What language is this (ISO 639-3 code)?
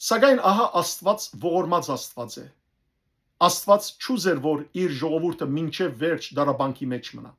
hyw